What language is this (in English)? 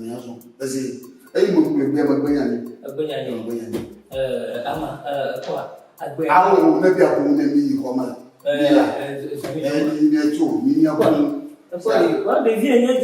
Ewe